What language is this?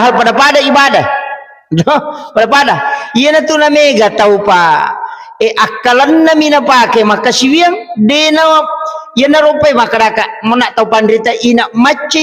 Buginese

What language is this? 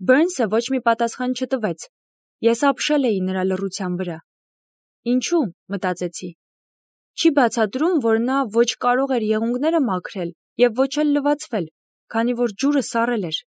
Armenian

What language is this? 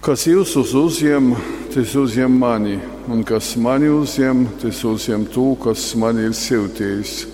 Latgalian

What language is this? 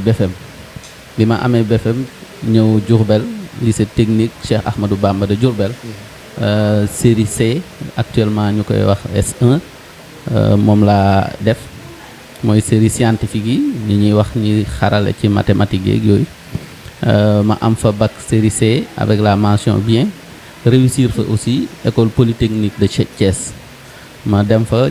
Wolof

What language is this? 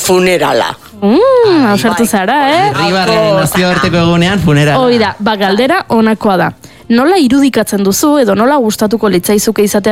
Basque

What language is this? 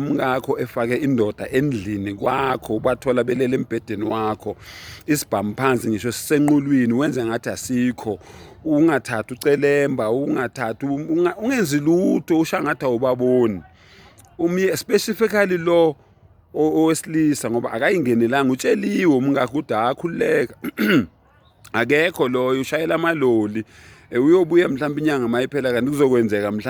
Zulu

